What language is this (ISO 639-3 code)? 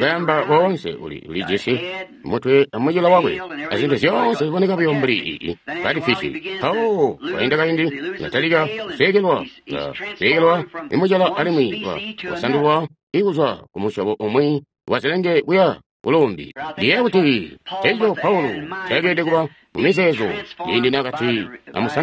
toi